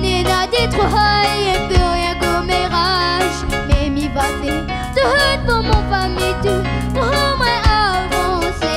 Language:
Réunion Creole French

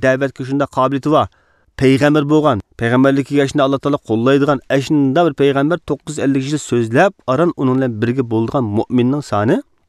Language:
Uyghur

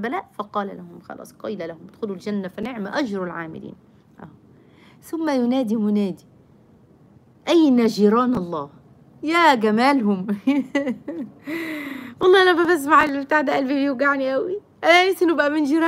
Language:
Egyptian Arabic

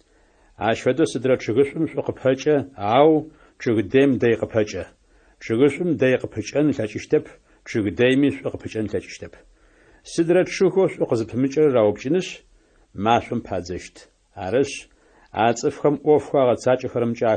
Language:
Adyghe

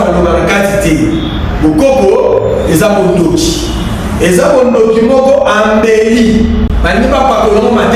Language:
Lingala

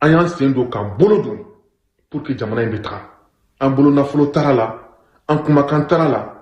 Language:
Bambara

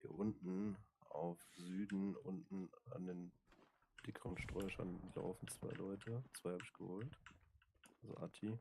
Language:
Swiss German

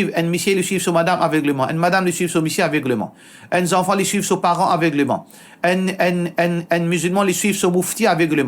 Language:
Morisyen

